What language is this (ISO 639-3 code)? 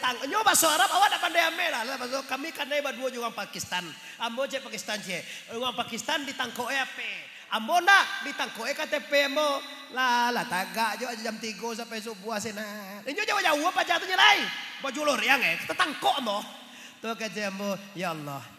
min